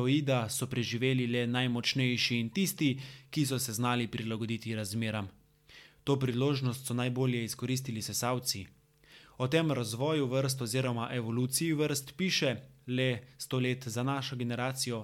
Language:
Slovenian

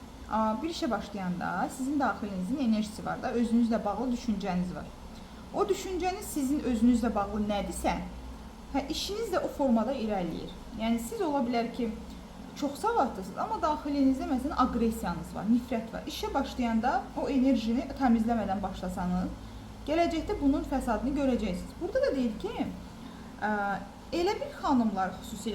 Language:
Azerbaijani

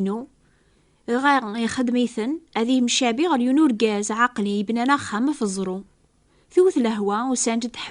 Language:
Kabyle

